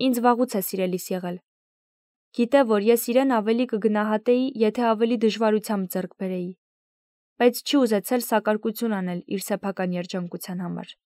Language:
Armenian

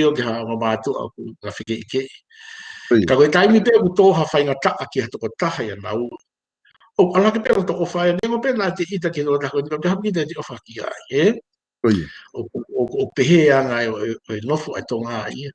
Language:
Tongan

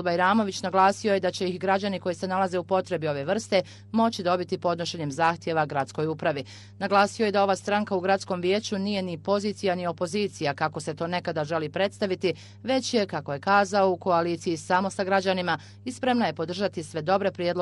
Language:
Bosnian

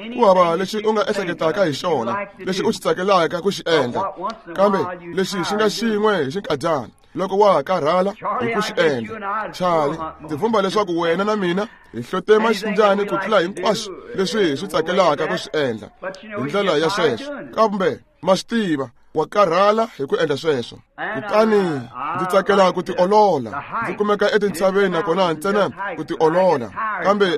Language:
Tsonga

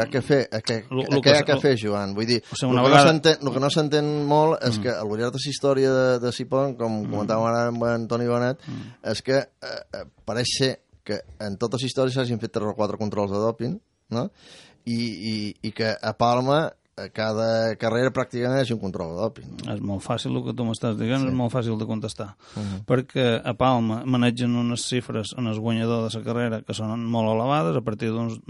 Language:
Catalan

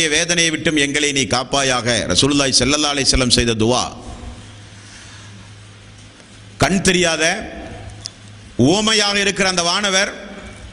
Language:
Tamil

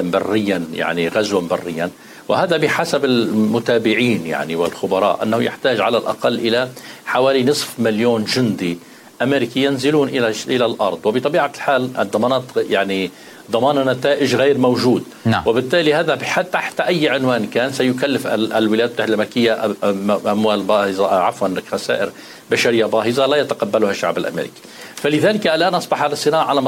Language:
Arabic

